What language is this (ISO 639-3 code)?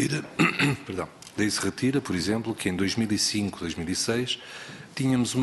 por